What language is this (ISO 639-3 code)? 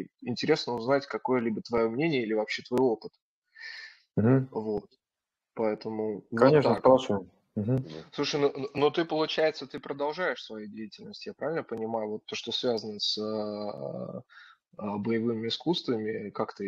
rus